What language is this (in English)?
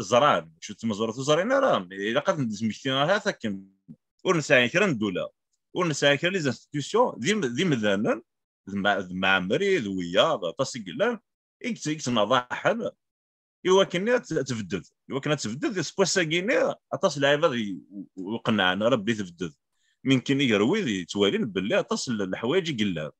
Kabyle